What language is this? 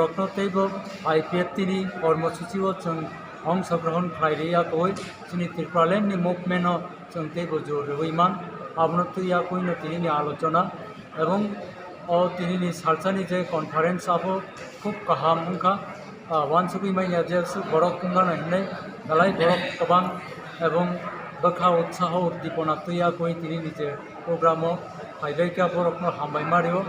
Kok Borok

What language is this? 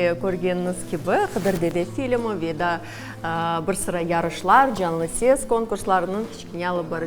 Crimean Tatar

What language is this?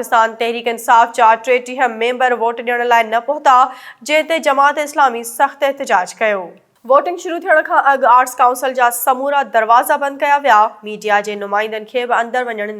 Sindhi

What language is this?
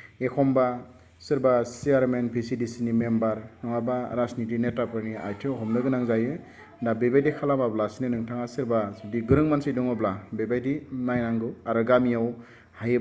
Bodo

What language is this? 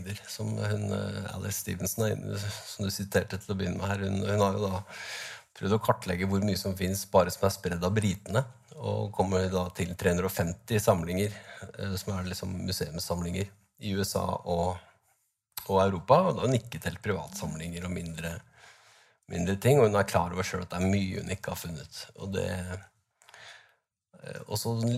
Norwegian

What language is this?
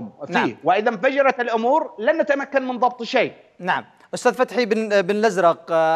Arabic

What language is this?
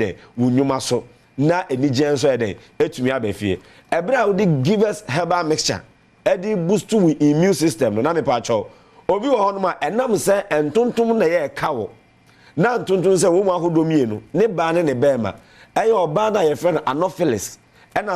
Akan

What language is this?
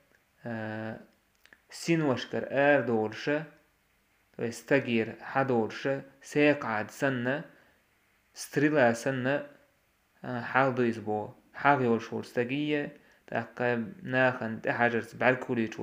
Chechen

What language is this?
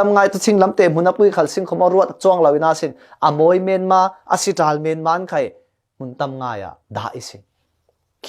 Falam Chin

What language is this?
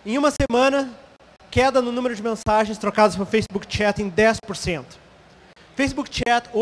Portuguese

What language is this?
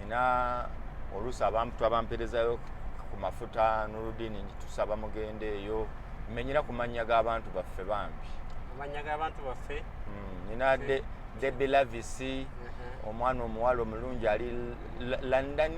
Ganda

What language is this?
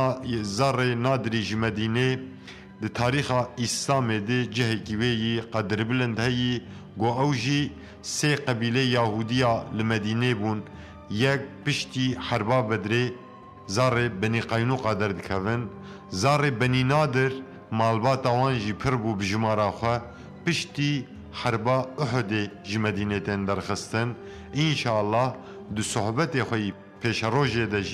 Kurdish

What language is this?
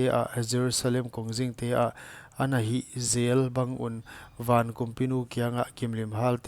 Paite Chin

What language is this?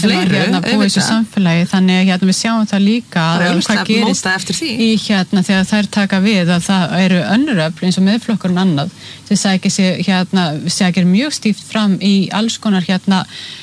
Icelandic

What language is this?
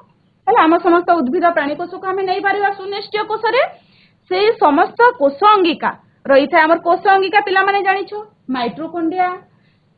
Odia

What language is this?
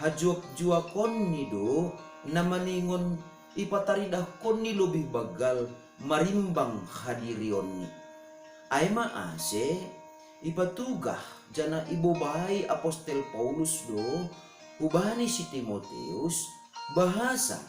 Batak Simalungun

